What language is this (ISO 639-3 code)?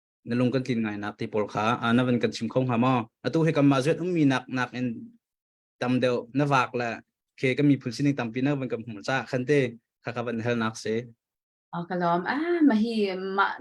cnh